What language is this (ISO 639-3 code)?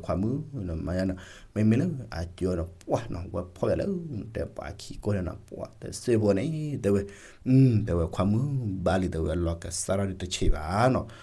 ksw